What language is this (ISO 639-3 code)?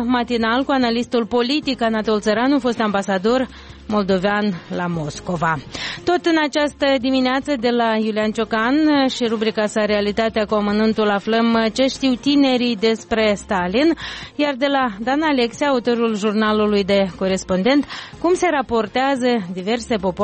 ron